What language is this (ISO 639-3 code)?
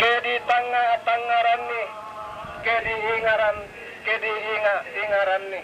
sda